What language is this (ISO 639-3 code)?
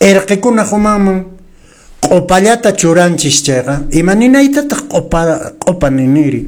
que